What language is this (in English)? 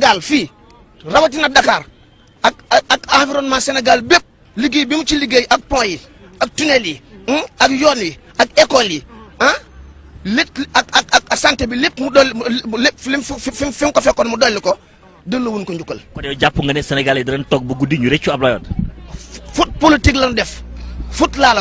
Wolof